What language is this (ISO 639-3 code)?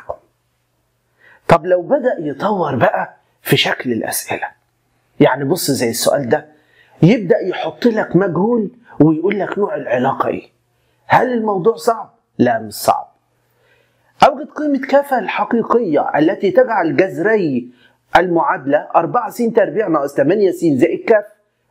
arz